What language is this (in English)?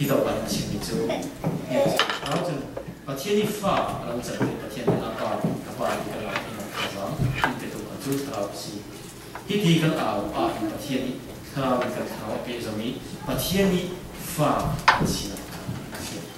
Falam Chin